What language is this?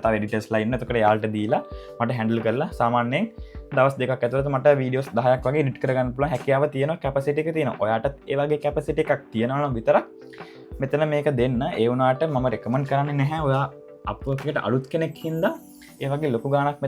Sinhala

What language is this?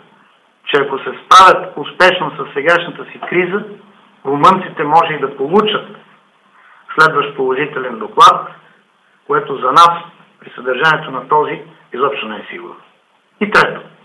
Bulgarian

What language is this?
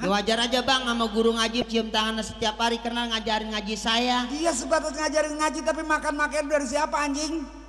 Betawi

